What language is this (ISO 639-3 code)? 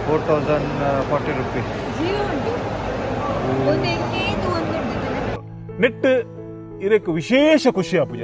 tcy